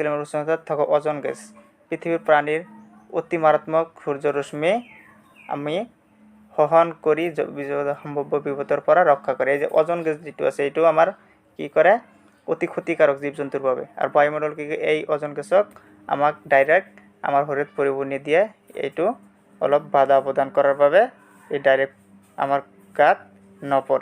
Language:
Assamese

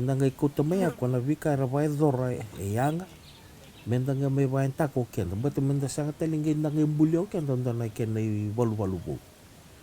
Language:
Fijian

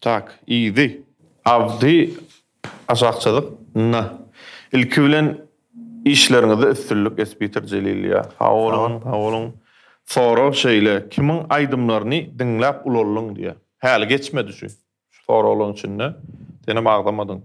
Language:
Turkmen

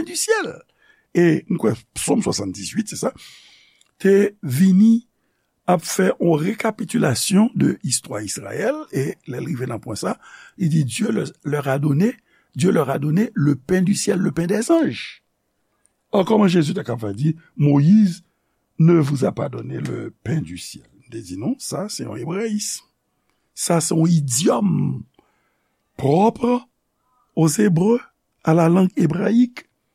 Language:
Haitian Creole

